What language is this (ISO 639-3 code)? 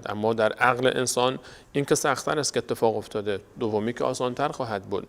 fas